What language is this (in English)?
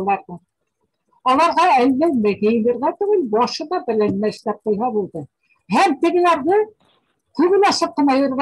Bashkir